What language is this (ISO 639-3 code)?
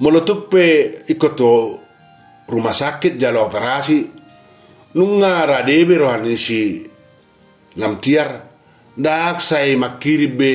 bbc